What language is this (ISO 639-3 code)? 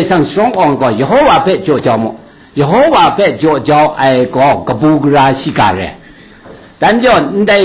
kac